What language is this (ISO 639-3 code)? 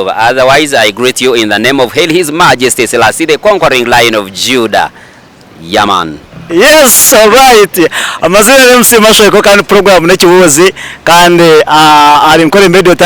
nyn